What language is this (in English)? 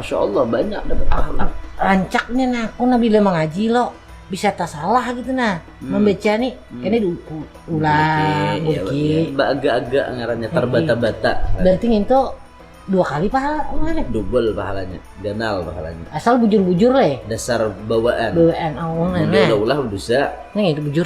Banjar